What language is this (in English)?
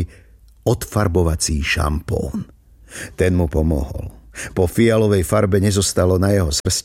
Slovak